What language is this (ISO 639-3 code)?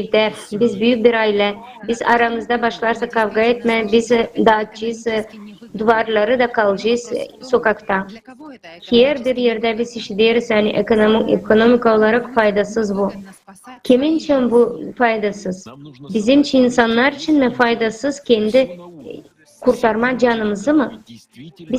gag